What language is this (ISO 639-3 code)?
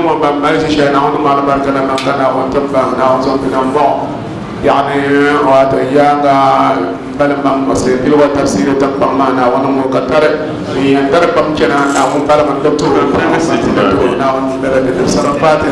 dag